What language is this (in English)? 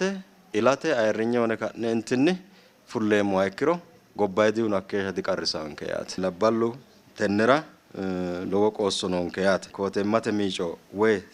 Sidamo